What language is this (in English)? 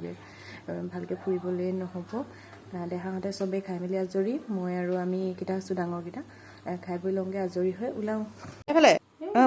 Assamese